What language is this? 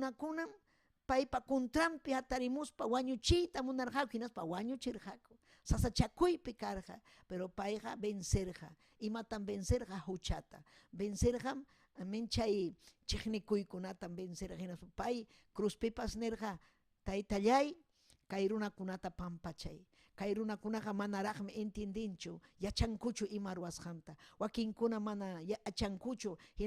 Ayacucho Quechua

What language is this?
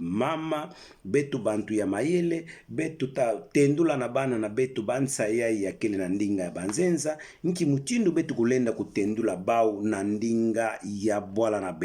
Kituba (Democratic Republic of Congo)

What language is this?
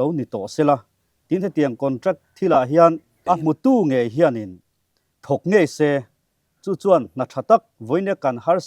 Mizo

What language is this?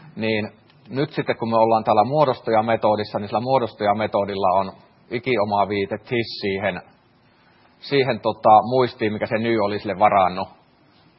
Finnish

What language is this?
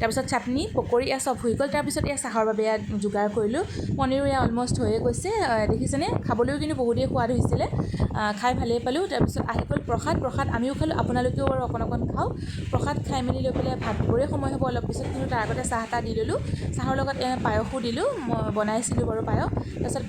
Assamese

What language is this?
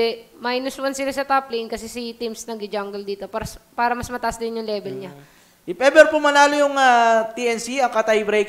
Filipino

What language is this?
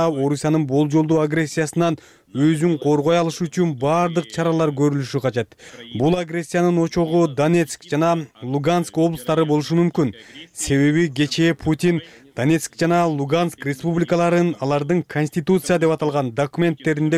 Kyrgyz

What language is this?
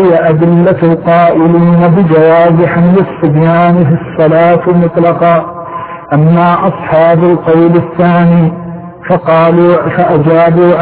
Arabic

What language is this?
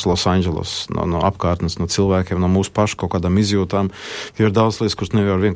Latvian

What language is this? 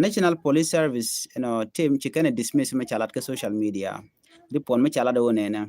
Nuer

